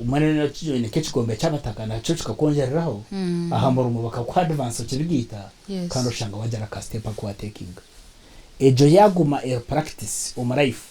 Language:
Nyankole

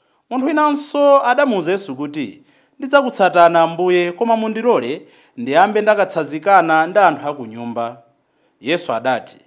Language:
Nyanja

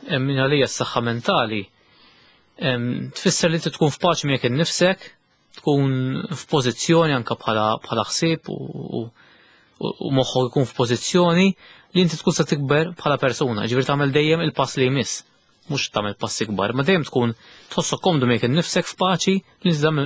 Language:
Maltese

